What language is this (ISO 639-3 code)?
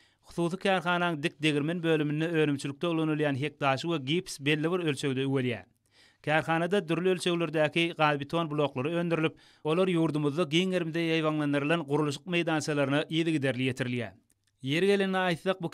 tuk